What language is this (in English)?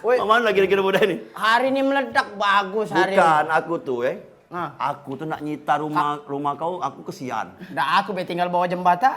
Musi